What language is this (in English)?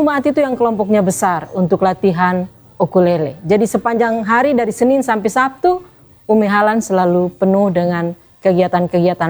Indonesian